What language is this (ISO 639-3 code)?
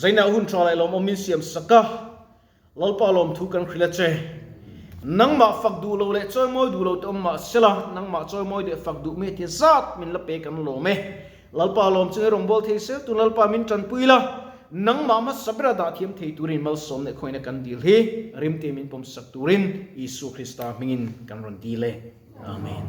lus